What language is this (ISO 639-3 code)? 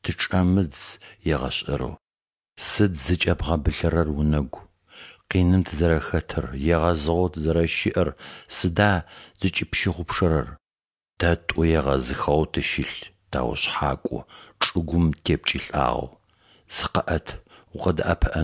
ady